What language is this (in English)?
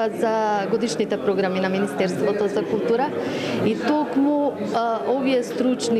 Macedonian